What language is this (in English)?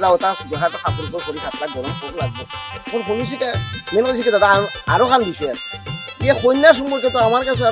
Sylheti